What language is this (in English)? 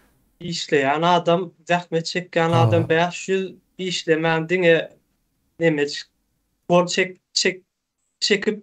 Turkmen